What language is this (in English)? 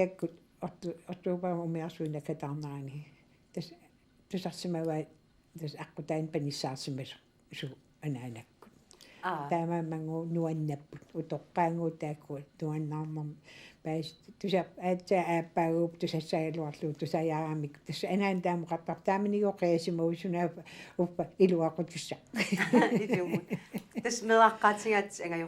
Kalaallisut